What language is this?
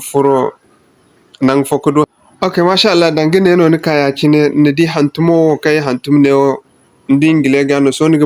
Zarma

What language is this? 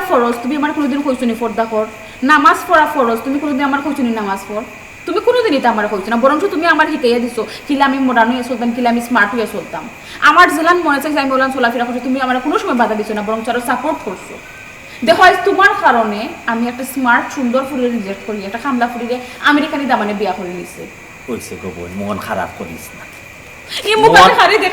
Sylheti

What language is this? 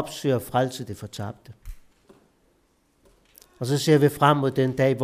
Danish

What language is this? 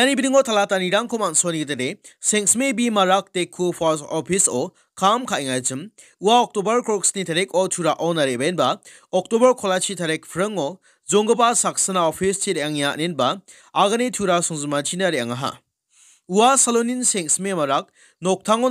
Garo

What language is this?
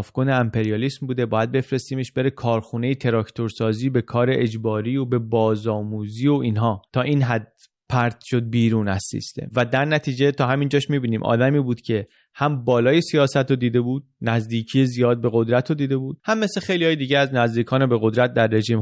Persian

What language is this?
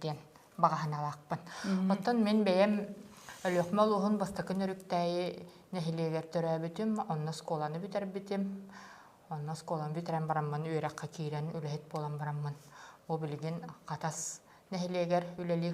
Yakut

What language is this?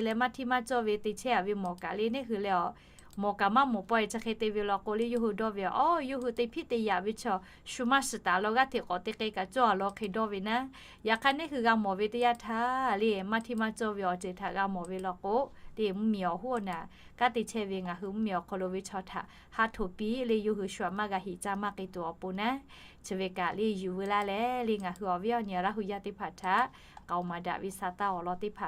Lahu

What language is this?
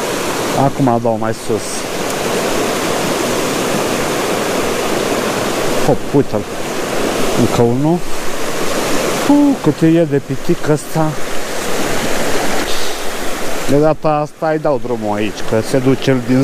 Romanian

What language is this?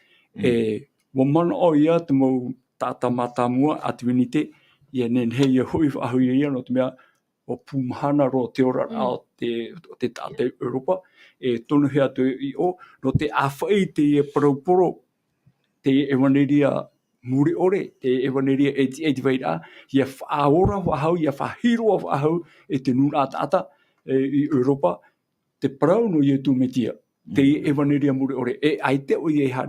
Tahitian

